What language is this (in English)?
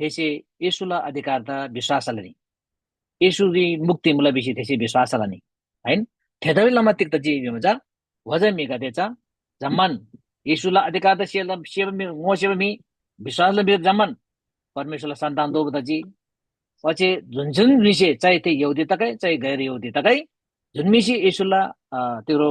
Eastern Tamang